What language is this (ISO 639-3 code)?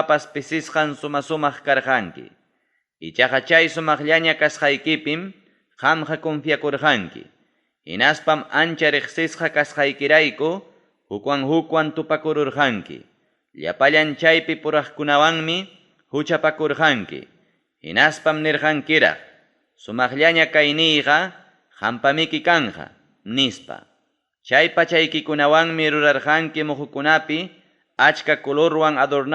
quy